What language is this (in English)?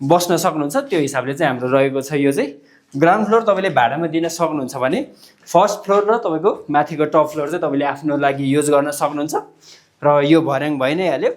Nepali